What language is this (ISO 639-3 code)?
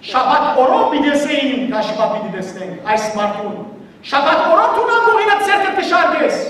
hyw